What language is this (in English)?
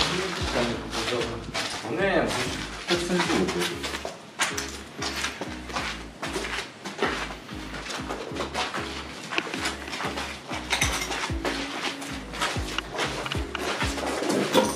Polish